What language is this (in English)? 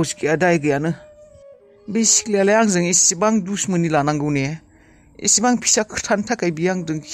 Bodo